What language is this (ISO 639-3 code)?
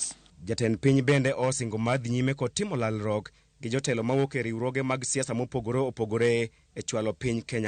luo